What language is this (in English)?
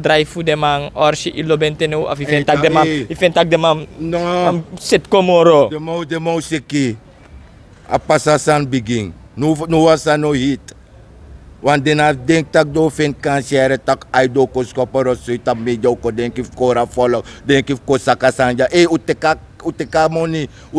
Sranan Tongo